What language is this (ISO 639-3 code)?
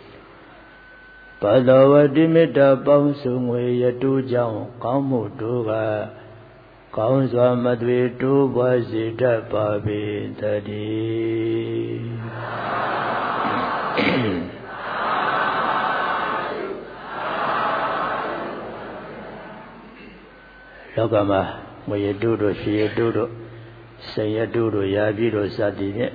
mya